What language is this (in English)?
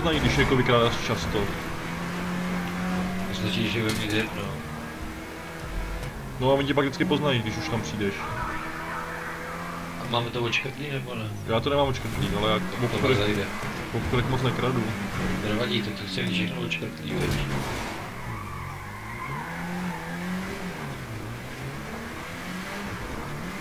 Czech